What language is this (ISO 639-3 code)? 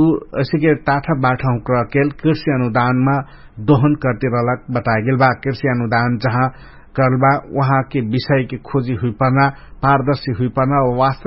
thl